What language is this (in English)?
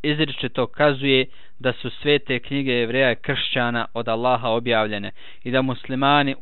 Bosnian